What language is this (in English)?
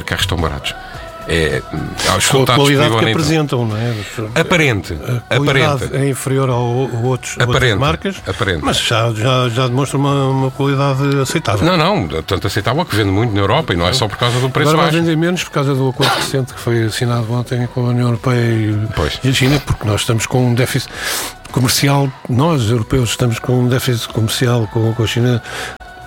Portuguese